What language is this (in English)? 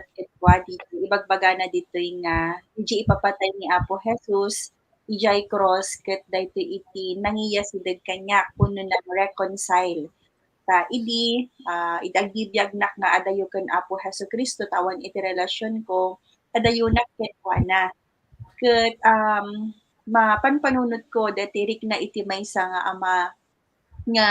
Iloko